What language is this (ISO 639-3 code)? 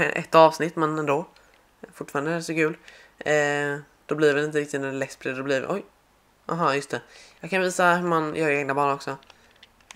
swe